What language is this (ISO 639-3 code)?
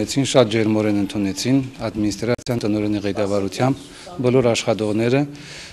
hye